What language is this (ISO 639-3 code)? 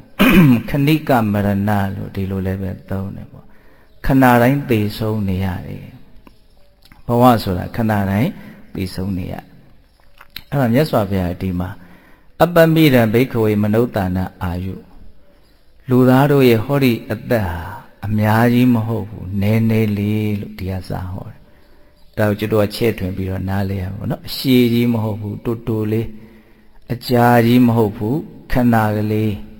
mya